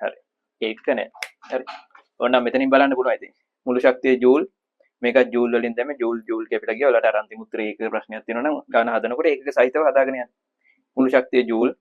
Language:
Sinhala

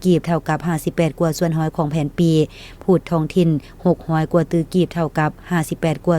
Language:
Lao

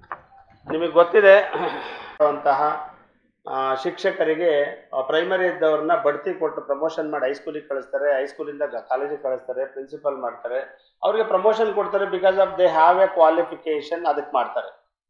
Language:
Kannada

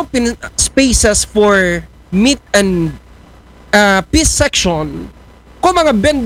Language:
Aklanon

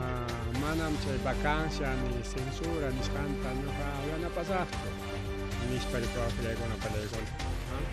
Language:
Ayacucho Quechua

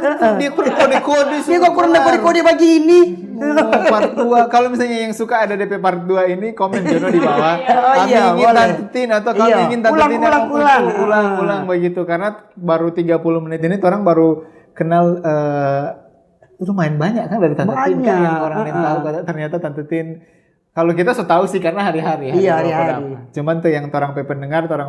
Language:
Manado Malay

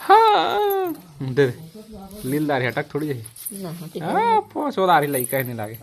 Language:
Chhattisgarhi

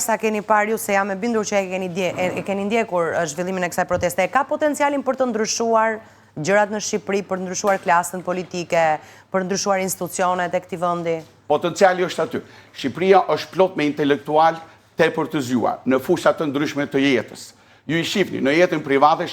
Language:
Albanian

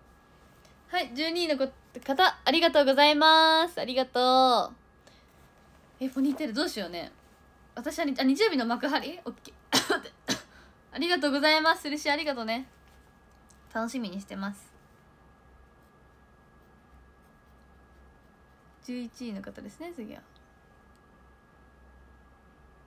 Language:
Japanese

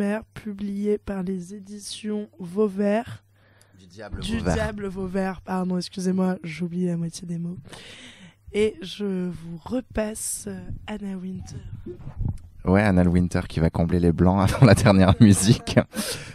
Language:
French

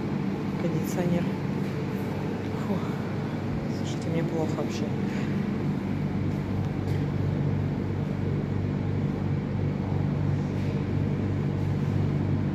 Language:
Russian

